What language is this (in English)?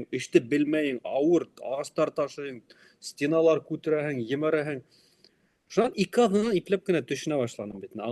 Bashkir